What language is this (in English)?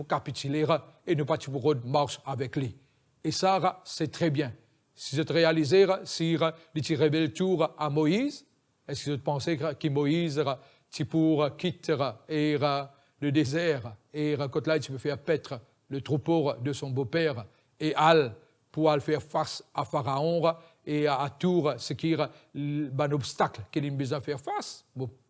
Morisyen